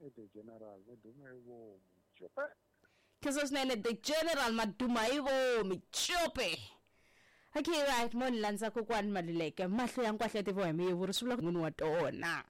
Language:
Tsonga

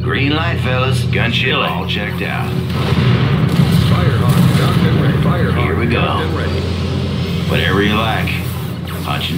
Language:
English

